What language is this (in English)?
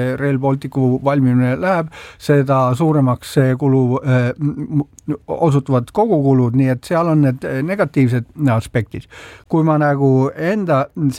Estonian